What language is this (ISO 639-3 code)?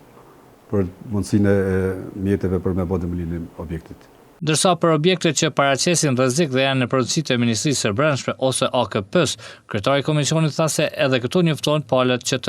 sqi